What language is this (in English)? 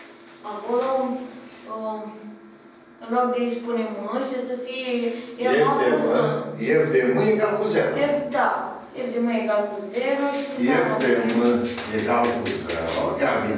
Romanian